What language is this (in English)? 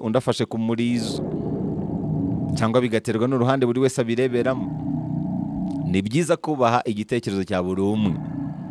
Kinyarwanda